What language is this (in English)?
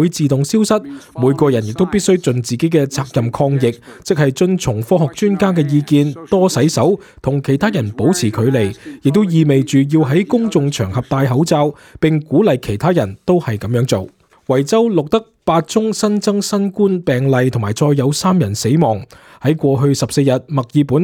Cantonese